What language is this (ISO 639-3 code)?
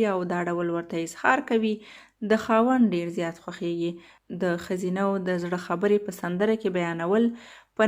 pus